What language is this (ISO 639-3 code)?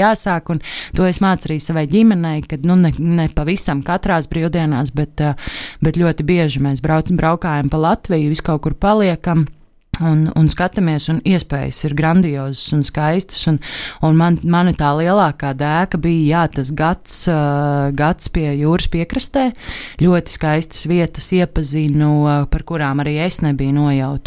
lav